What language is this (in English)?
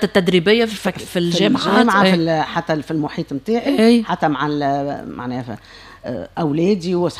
Tunisian Arabic